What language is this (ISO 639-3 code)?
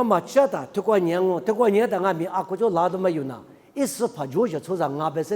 lis